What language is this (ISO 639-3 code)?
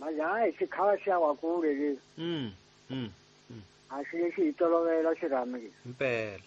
tso